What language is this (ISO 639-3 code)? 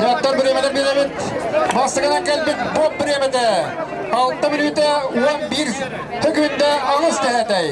sah